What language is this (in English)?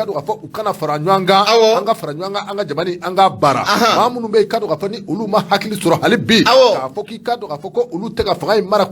Bambara